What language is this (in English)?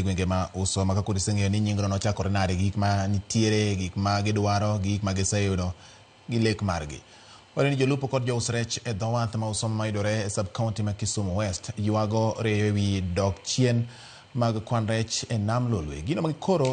Luo (Kenya and Tanzania)